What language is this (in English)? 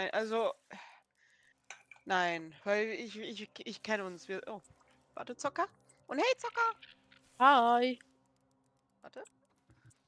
German